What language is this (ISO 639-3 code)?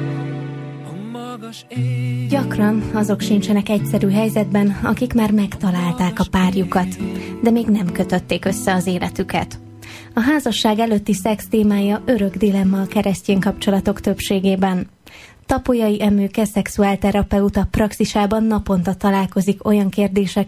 hun